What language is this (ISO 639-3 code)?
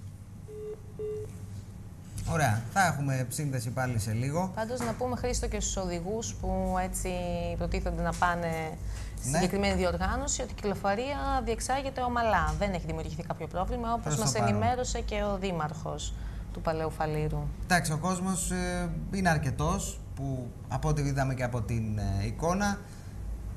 ell